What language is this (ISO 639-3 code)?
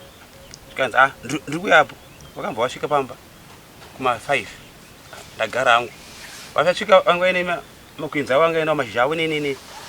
sna